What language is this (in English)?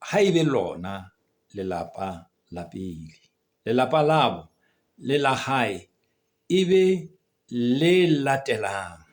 Southern Sotho